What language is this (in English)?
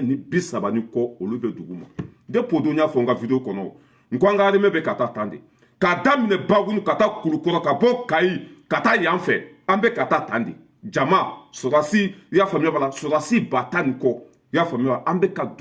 Bambara